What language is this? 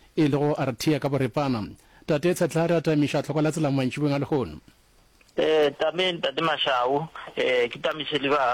Northern Sotho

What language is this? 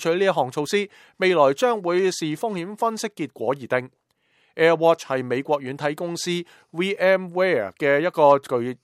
Cantonese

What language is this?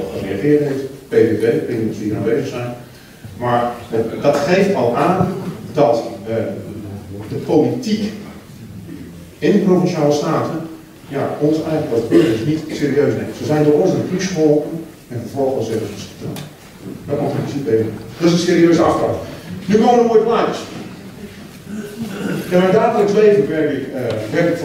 Dutch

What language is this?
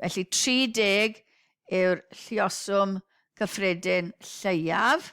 Welsh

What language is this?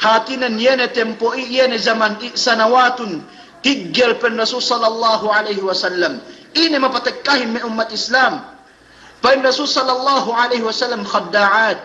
Yakan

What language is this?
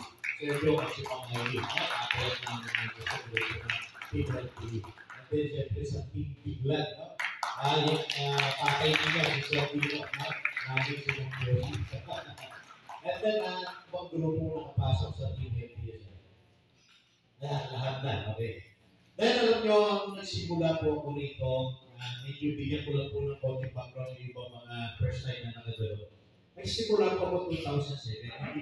Filipino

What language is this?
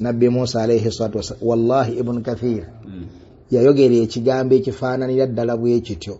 Ganda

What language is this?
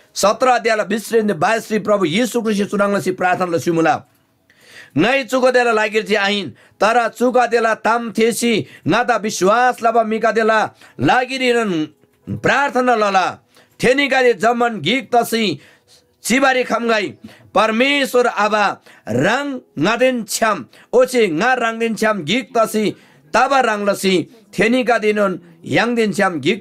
Eastern Tamang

